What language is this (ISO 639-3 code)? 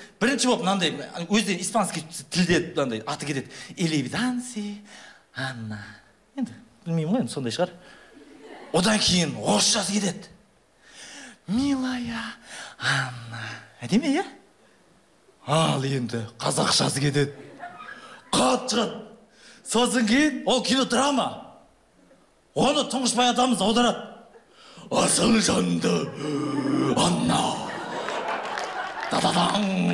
kaz